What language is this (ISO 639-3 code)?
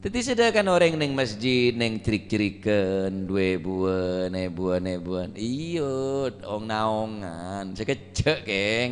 mad